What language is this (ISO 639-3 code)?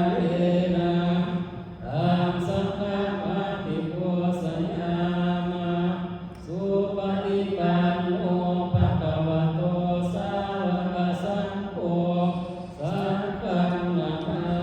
pli